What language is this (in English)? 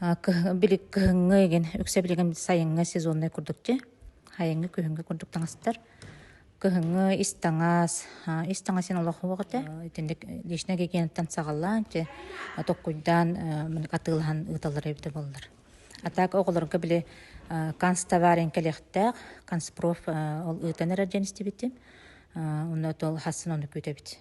Yakut